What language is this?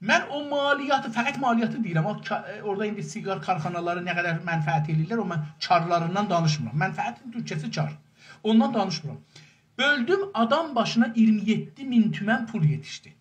South Azerbaijani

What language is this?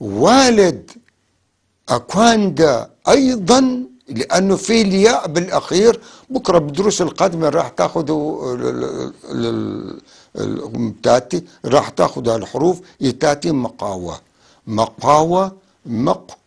North Levantine Arabic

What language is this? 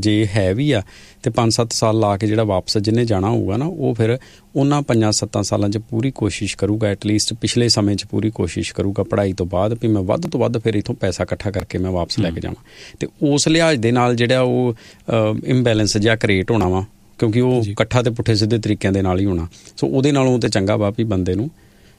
Punjabi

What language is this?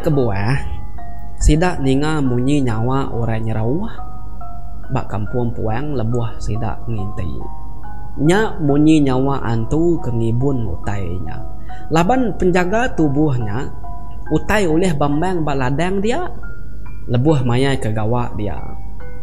Iban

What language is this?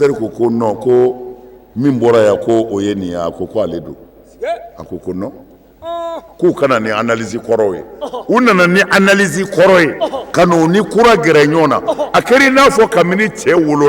Bambara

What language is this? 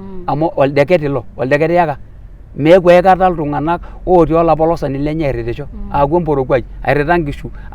Masai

